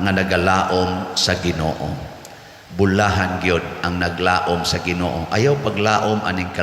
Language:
Cebuano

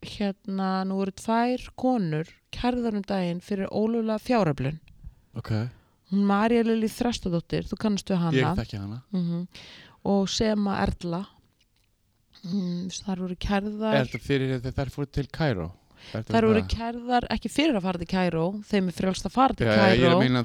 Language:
Icelandic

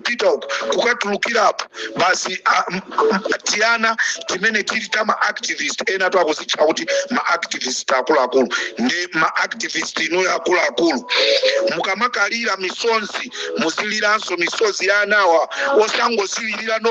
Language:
Nyanja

